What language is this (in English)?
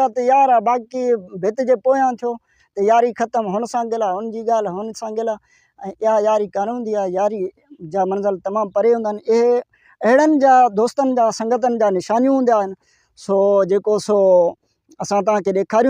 Sindhi